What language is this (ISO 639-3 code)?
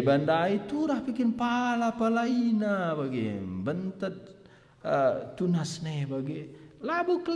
btx